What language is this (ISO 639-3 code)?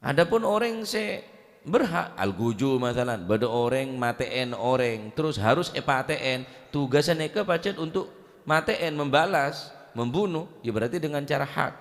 mad